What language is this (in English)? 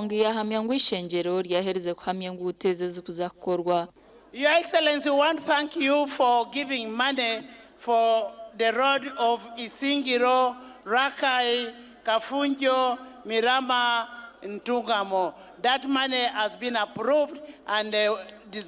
Nyankole